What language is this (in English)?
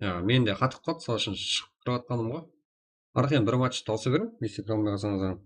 Kara-Kalpak